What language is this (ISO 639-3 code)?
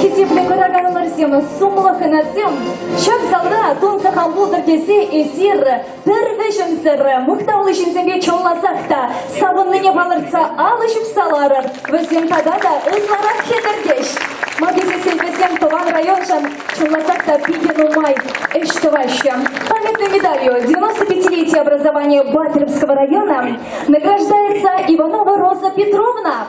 chv